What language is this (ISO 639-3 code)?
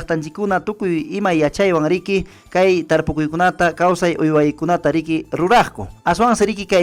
quy